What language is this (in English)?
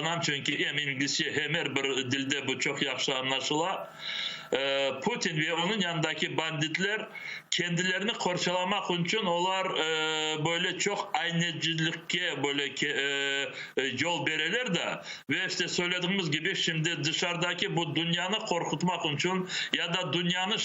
Crimean Tatar